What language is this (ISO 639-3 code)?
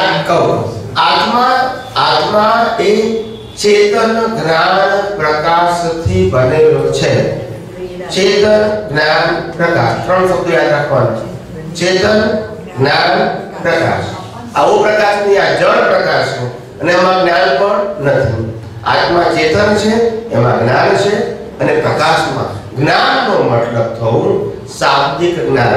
guj